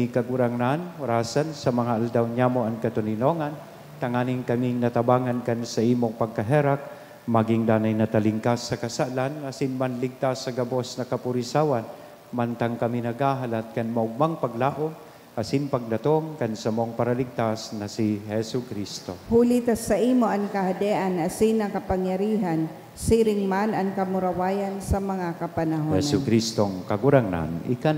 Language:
Bikol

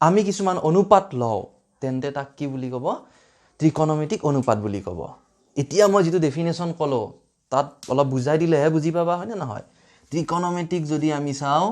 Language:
Assamese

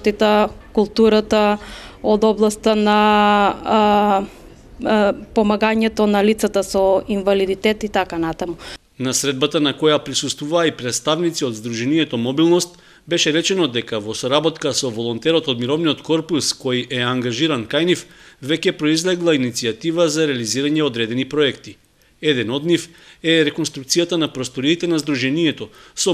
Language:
Macedonian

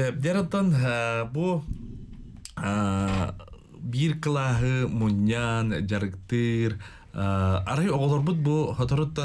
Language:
Yakut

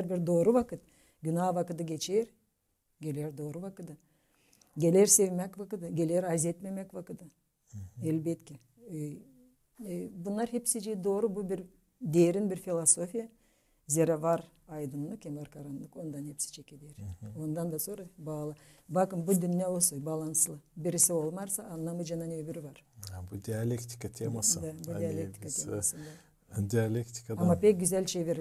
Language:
Gagauz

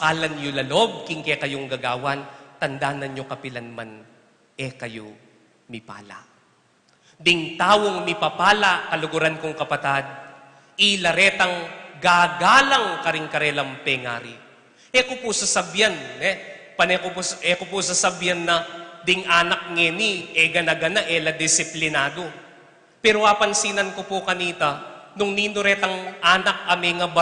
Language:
Pampanga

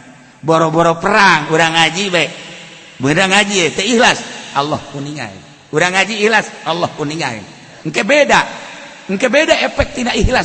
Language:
Sundanese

